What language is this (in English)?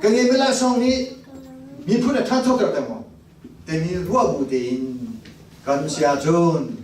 Hakha Chin